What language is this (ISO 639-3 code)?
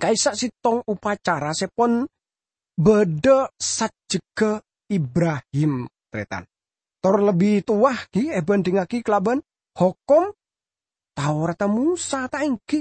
mad